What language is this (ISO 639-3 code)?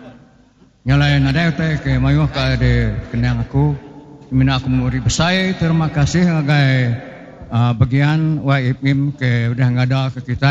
iba